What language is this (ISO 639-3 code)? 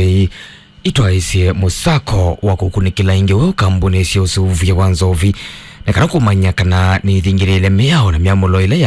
kam